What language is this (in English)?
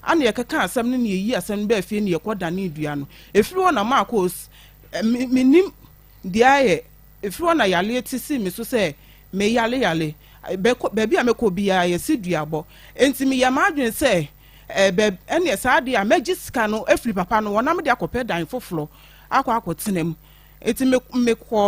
Akan